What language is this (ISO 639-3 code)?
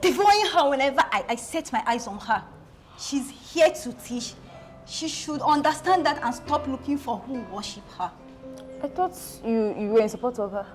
pcm